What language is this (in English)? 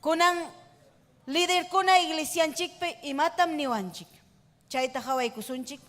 Ayacucho Quechua